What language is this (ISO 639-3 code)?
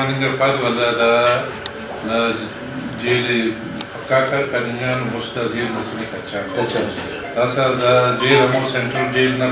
brh